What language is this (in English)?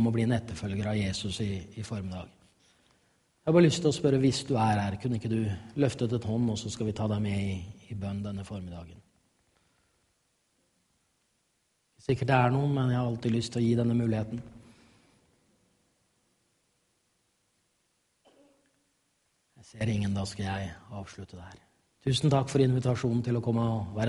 Norwegian